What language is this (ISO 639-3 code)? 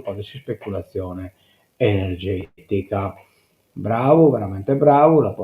srd